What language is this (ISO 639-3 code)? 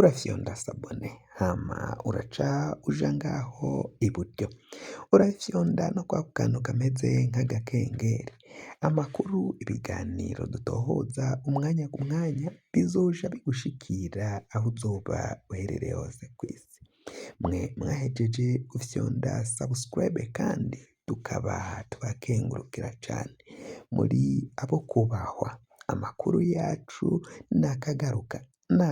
run